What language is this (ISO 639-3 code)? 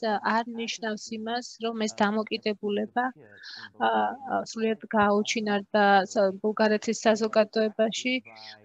kat